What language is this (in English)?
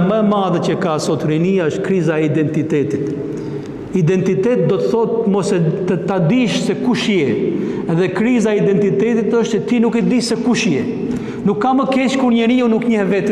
Albanian